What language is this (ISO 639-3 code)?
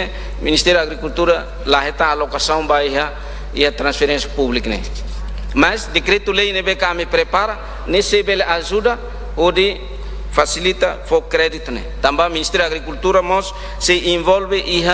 tet